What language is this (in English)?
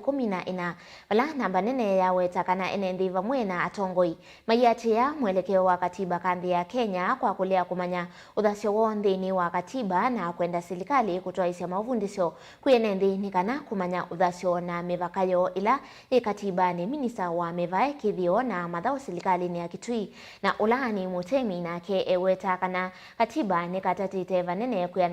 Kamba